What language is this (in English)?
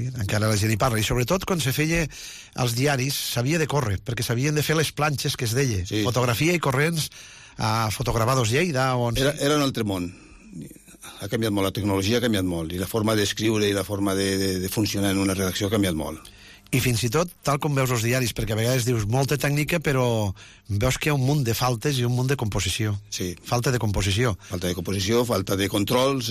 Catalan